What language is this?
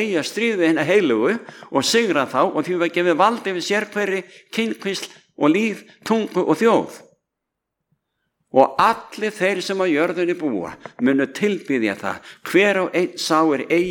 Icelandic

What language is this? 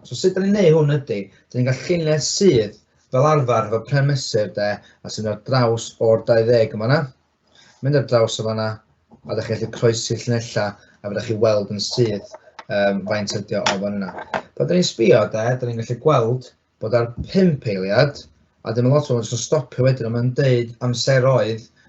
Welsh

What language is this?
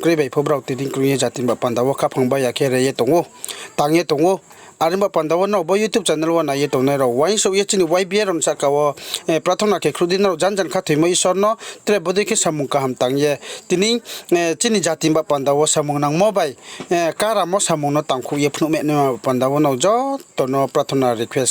Riang (India)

